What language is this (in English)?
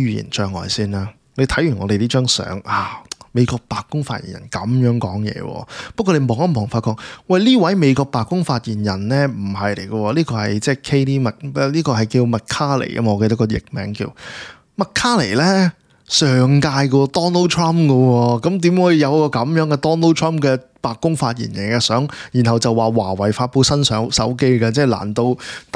Cantonese